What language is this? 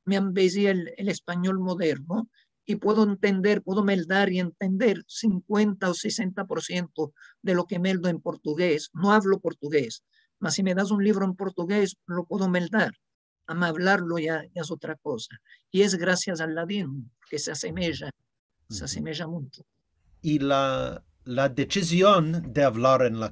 Ladino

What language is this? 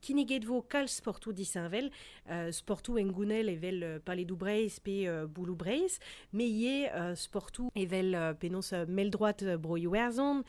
Breton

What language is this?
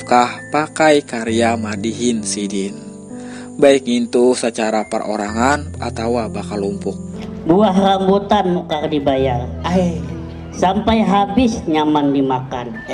Banjar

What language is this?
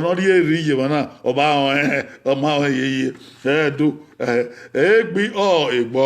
Bini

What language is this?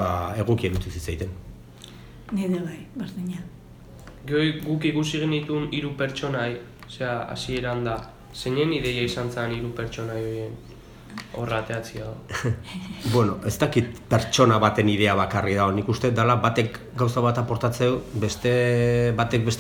Basque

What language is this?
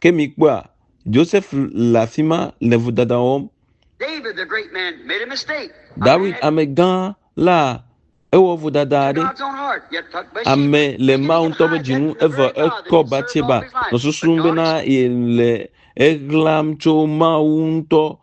Ewe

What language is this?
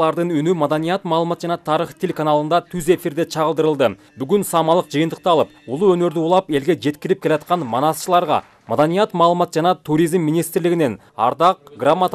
Kyrgyz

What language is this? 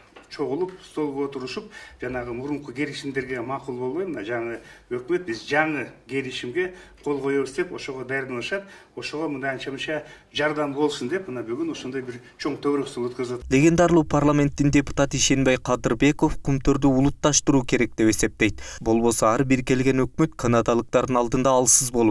Kyrgyz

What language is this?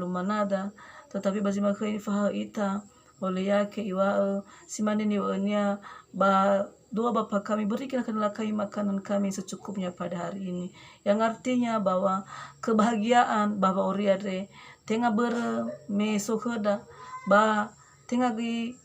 Nias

